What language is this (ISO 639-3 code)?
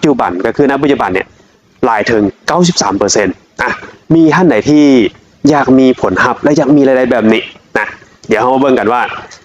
lao